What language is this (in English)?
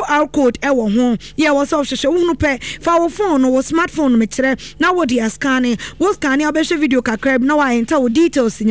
Akan